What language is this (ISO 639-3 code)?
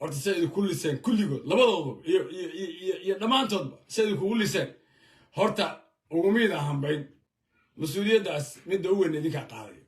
som